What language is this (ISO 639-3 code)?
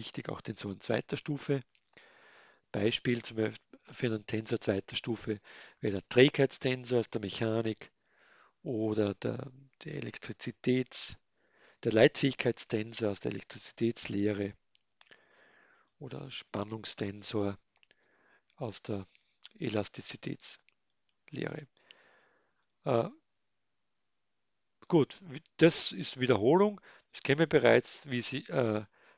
deu